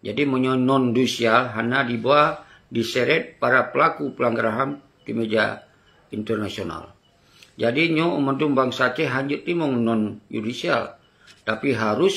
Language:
Achinese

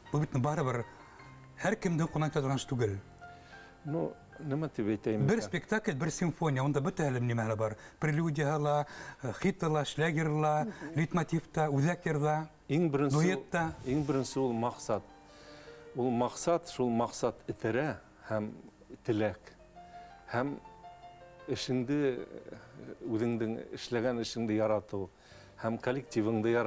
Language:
Bashkir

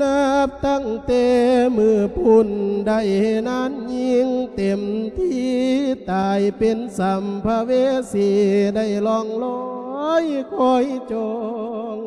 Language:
Lao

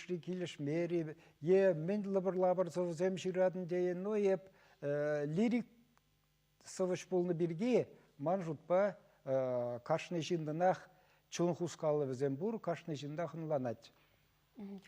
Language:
Chuvash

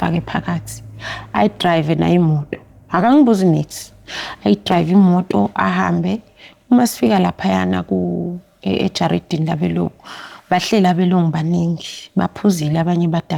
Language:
Zulu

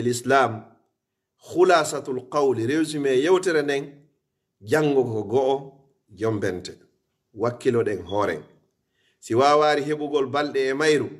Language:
Fula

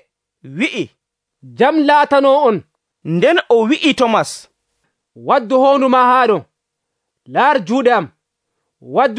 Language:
Nigerian Fulfulde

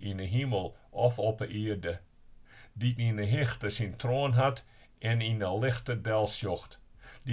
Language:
Western Frisian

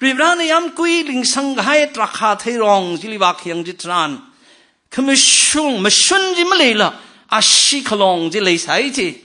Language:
Tangkhul Naga (India)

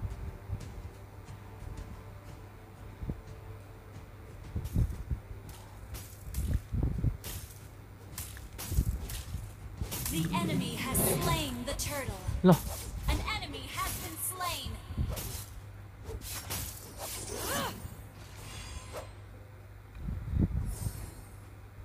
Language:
Malay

